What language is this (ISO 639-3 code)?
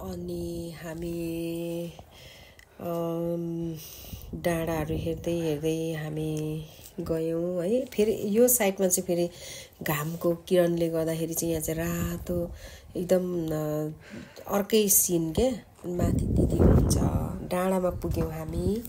nep